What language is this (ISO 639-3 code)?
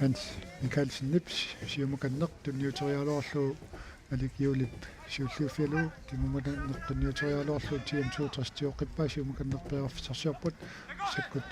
kal